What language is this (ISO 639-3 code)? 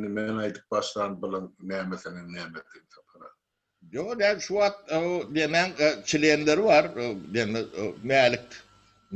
tuk